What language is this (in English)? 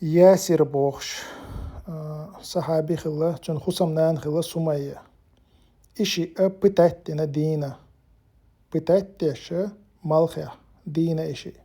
Chechen